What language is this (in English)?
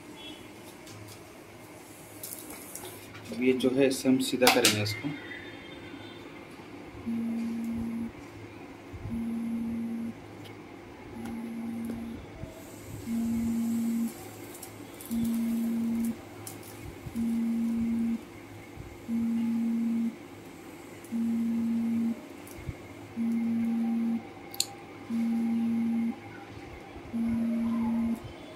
Hindi